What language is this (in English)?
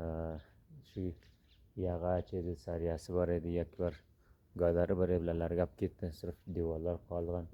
Uzbek